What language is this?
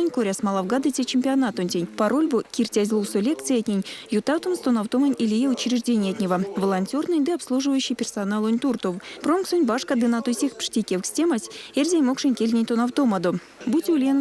Erzya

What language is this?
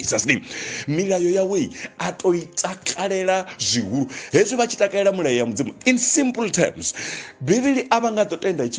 Venda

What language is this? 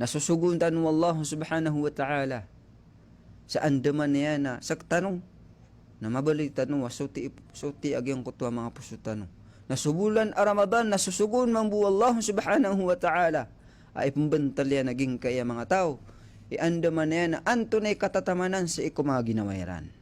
Maranao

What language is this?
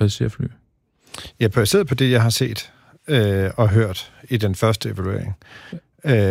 Danish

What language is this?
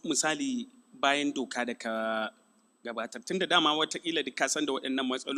Hausa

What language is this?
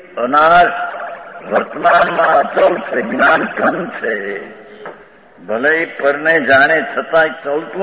Gujarati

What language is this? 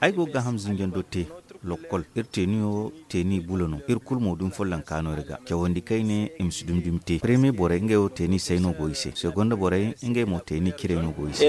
Zarma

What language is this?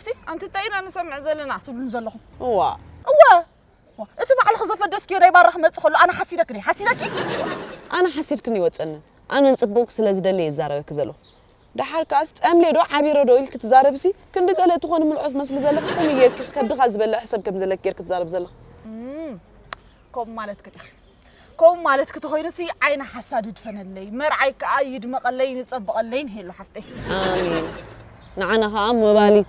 Tigrinya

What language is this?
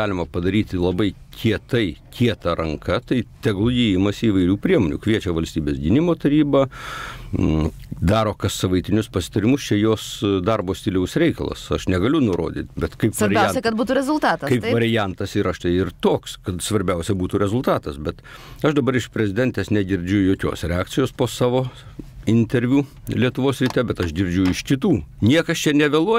Lithuanian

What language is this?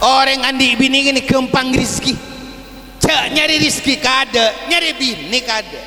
Madurese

